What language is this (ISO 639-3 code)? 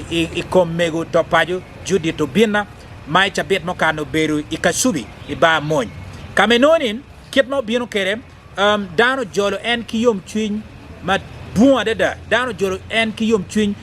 ach